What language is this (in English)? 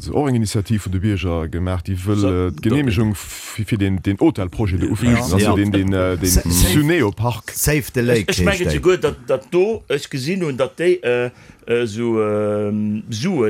Luxembourgish